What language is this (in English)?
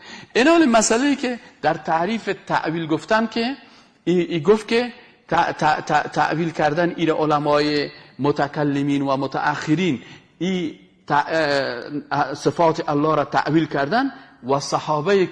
Persian